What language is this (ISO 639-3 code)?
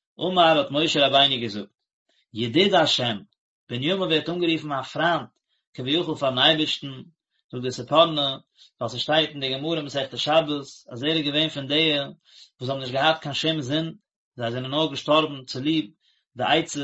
yid